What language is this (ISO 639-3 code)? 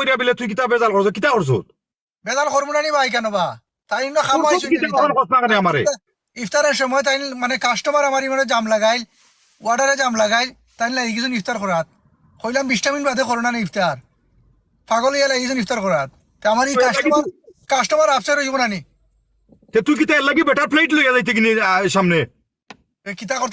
syl